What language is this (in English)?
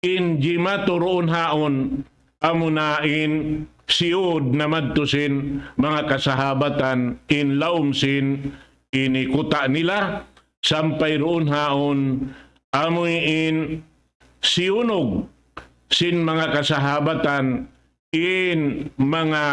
Tausug